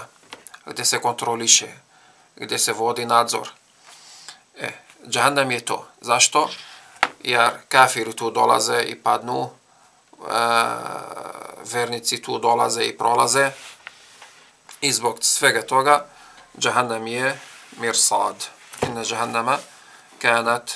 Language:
Bosnian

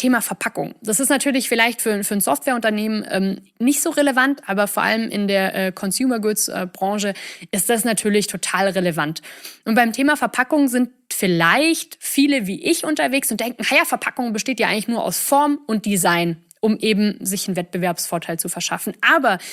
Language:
German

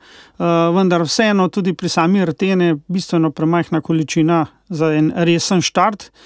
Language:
Slovenian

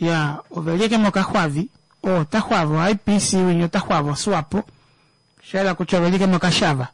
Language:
Kuanyama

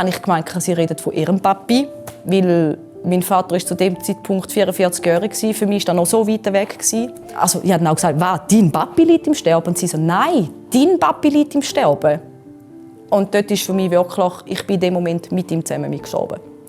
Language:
Swiss German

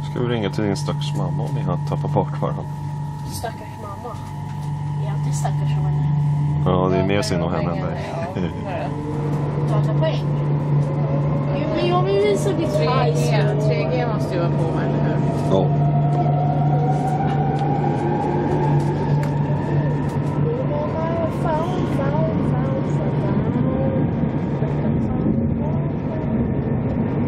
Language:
Swedish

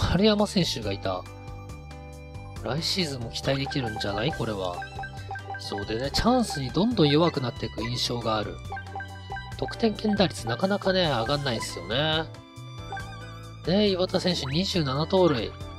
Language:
Japanese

